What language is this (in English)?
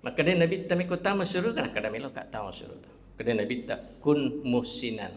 Buginese